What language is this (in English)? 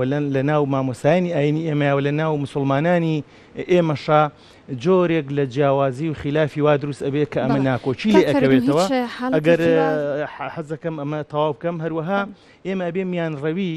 Central Kurdish